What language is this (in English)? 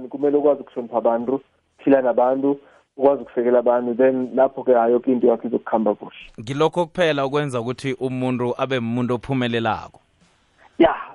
South Ndebele